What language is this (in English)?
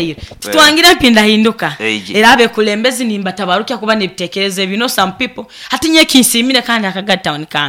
Nyoro